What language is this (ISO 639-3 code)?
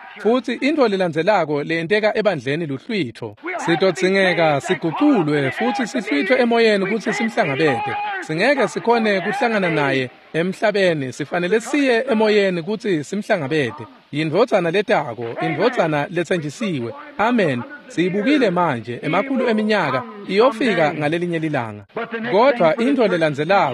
ssw